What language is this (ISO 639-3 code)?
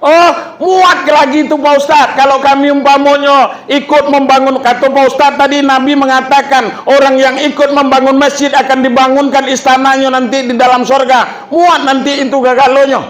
min